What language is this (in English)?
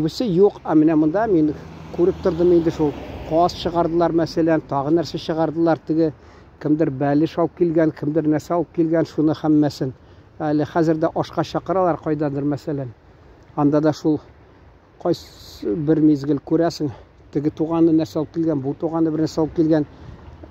Tatar